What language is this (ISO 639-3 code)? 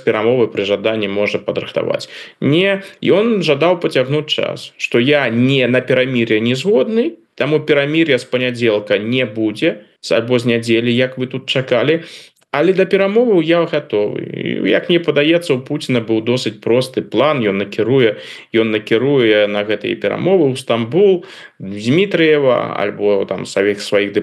bel